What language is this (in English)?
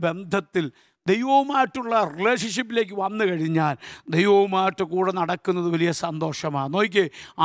Malayalam